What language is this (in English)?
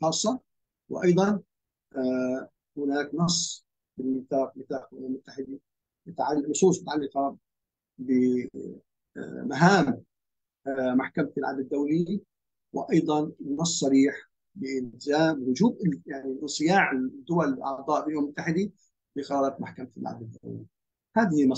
Arabic